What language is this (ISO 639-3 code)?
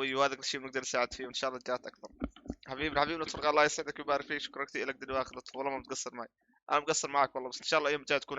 apc